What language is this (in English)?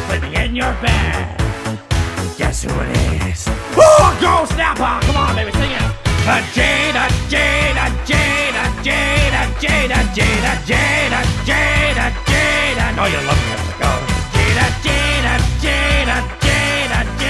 English